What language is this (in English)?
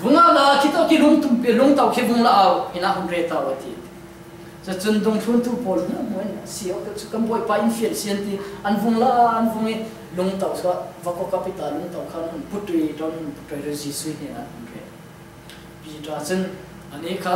Falam Chin